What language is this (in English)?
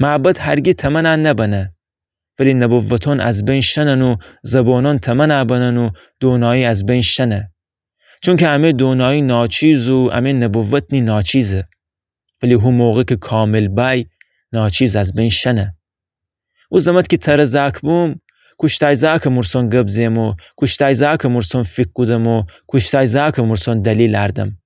Gilaki